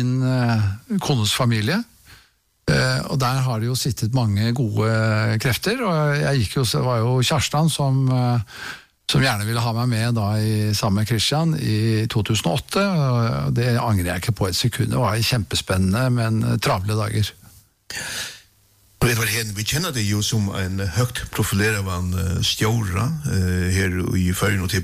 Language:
Norwegian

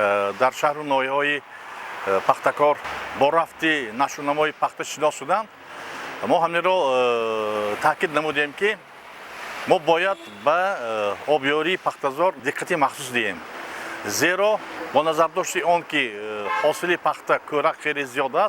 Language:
Tajik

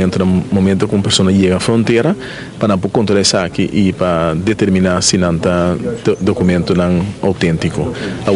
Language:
Papiamento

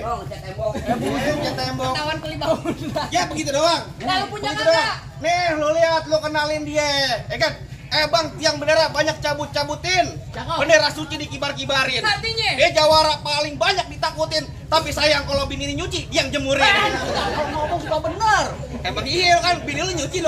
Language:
Betawi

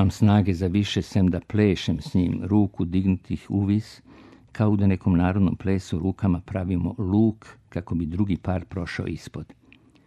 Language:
Serbian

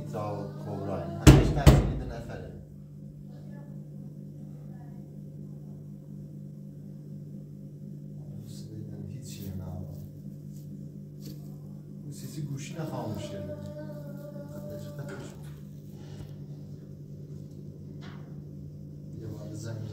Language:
Persian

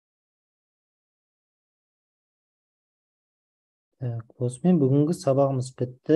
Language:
Kazakh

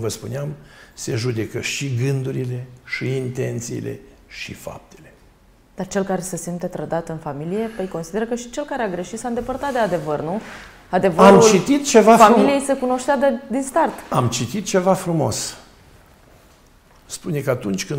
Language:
Romanian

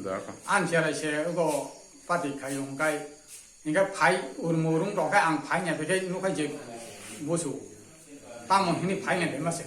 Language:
Kok Borok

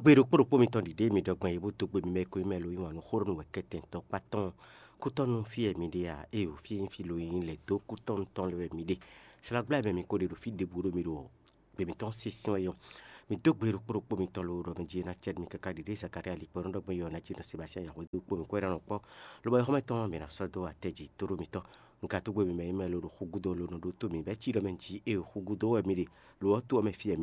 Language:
Fon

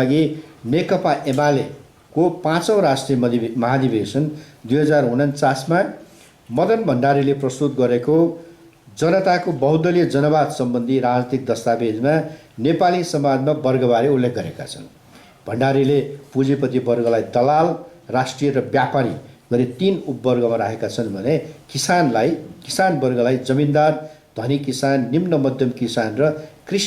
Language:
Nepali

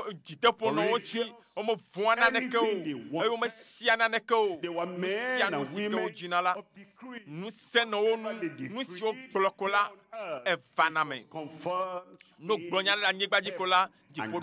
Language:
Ewe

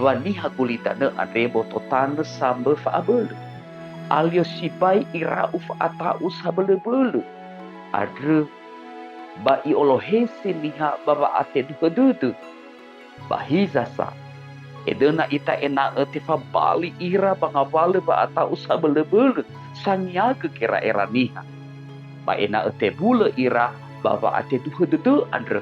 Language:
Nias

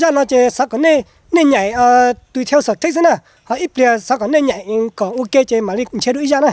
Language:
Hmong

